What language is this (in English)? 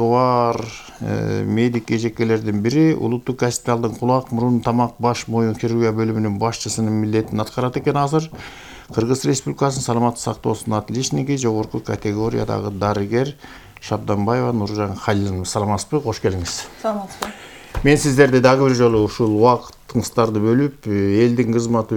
Kyrgyz